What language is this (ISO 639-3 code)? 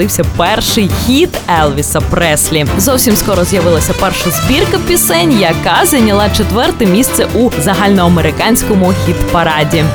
ukr